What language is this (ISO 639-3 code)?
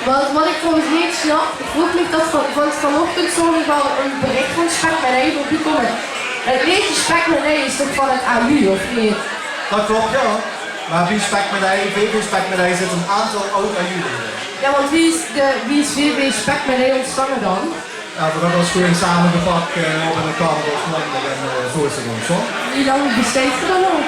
lim